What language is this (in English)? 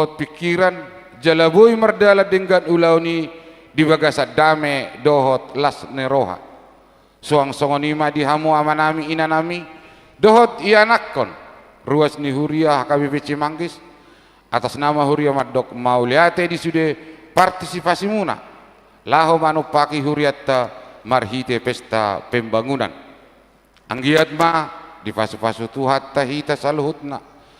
Batak Toba